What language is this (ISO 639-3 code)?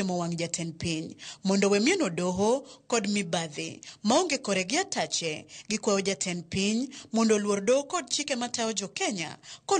luo